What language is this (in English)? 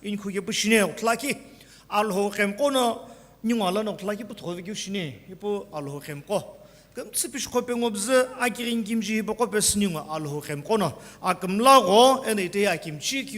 Sumi Naga